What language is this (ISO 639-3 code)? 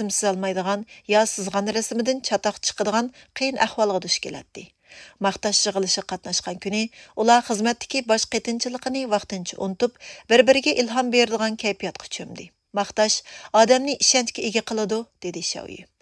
uig